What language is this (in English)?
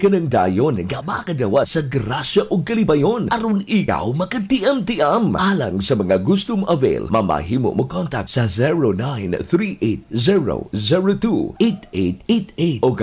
Cebuano